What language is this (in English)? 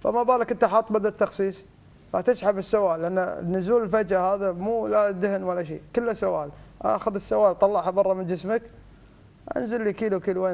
Gulf Arabic